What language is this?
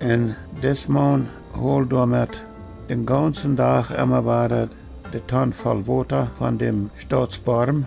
Plautdietsch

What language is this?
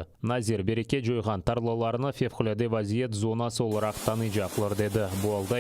Crimean Tatar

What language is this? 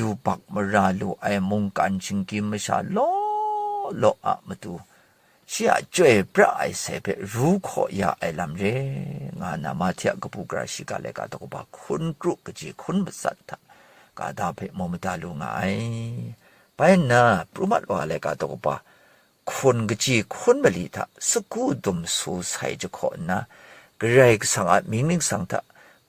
Kachin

